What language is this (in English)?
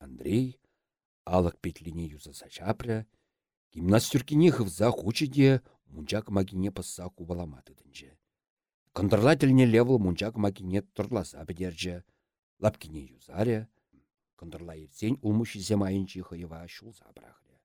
Chuvash